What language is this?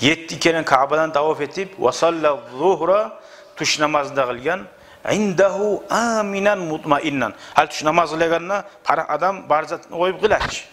Kumyk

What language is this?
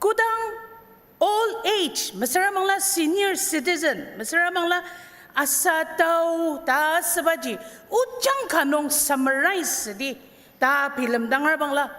Ao Naga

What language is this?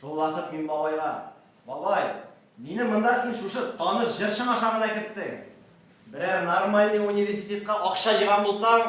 Tatar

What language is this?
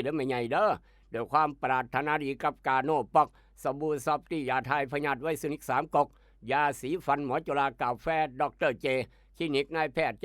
Northeastern Thai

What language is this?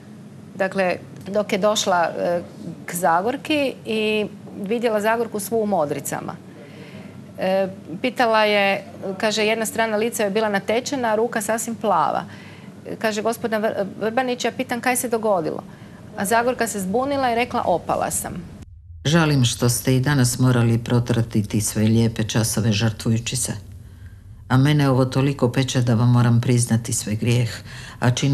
Croatian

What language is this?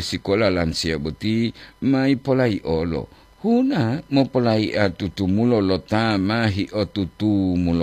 Gorontalo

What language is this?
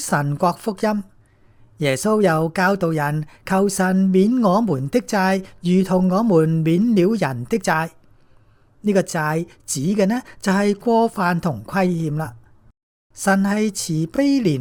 Cantonese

